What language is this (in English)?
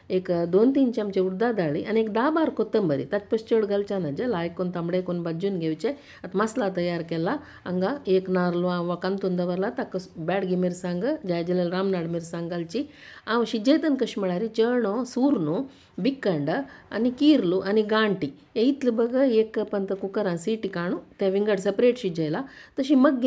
Konkani